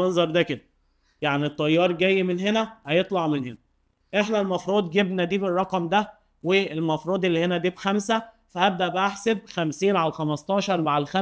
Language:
Egyptian Arabic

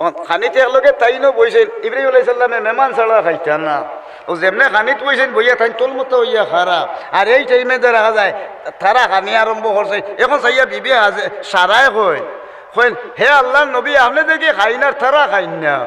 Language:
Sylheti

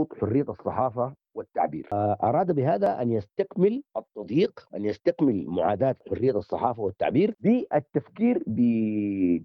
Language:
Sudanese Arabic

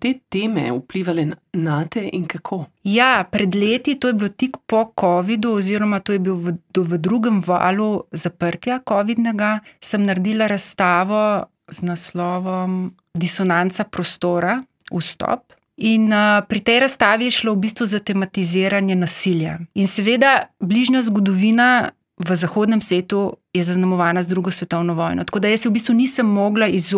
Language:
Slovenian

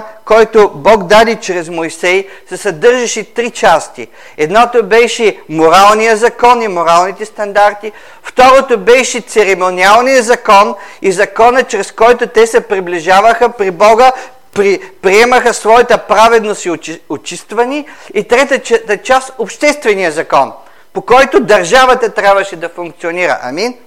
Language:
Bulgarian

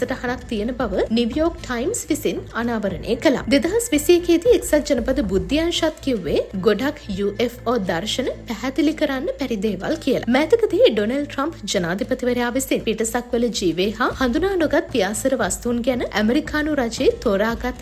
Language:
Sinhala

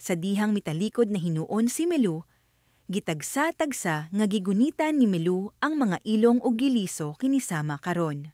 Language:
Cebuano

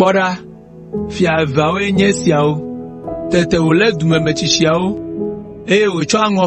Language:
Ewe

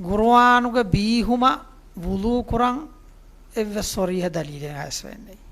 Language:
Divehi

